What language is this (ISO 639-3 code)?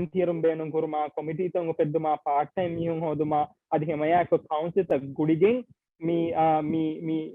div